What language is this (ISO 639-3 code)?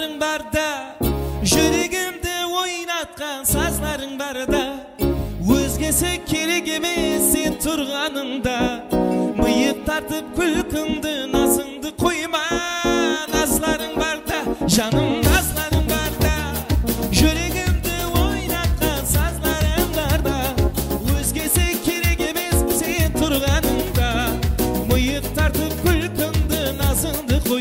kaa